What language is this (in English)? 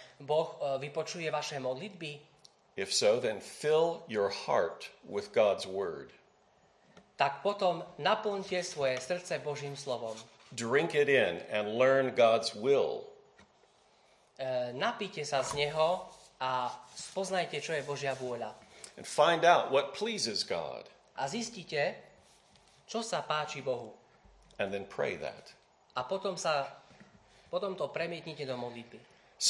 Slovak